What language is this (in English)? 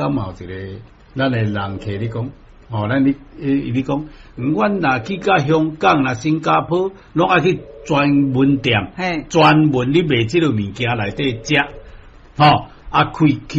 Min Nan Chinese